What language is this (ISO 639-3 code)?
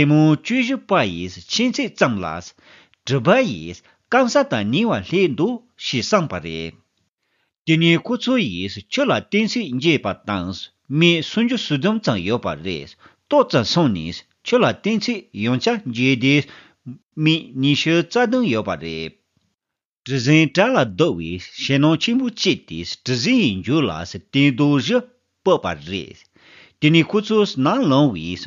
bod